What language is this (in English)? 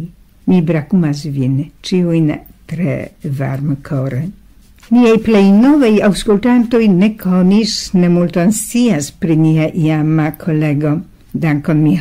Esperanto